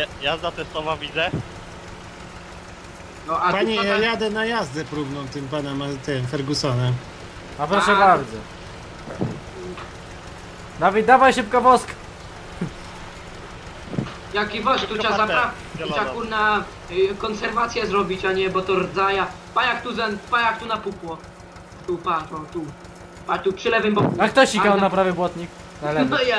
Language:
Polish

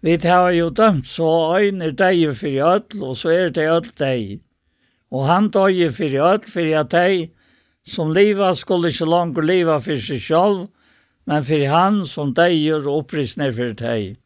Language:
Faroese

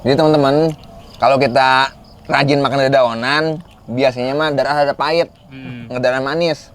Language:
Betawi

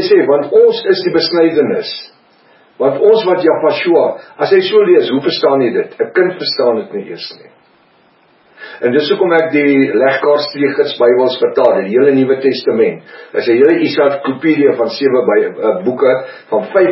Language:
Afrikaans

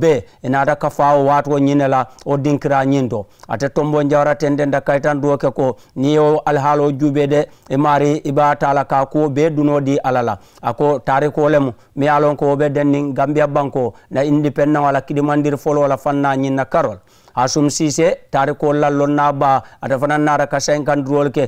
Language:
Mandingo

